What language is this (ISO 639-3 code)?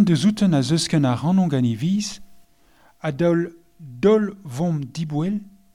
bre